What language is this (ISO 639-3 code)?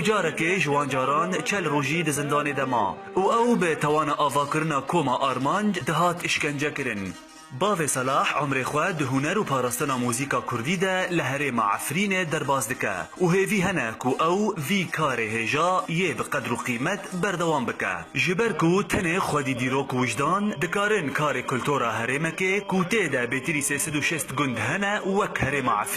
kur